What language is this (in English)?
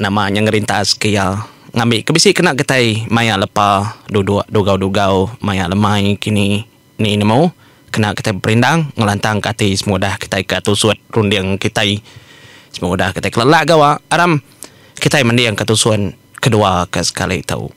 Iban